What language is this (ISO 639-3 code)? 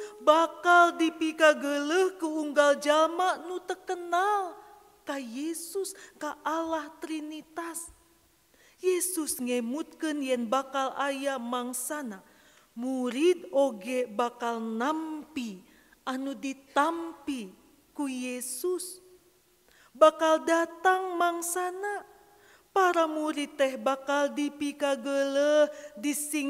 sun